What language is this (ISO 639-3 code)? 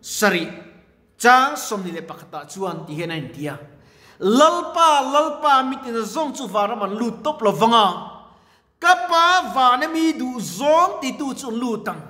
lus